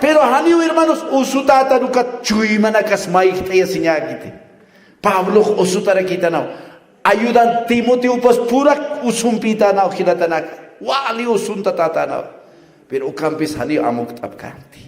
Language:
Aymara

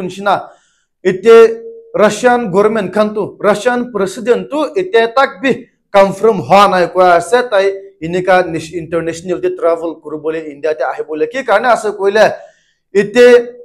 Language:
Naga Pidgin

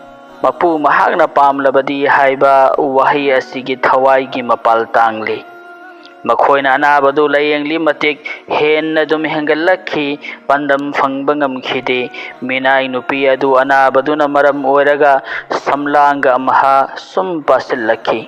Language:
Manipuri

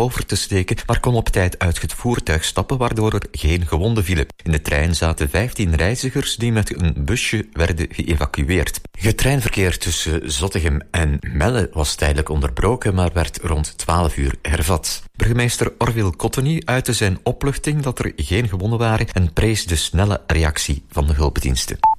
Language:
Dutch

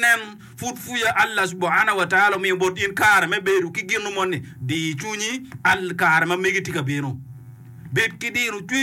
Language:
Acoli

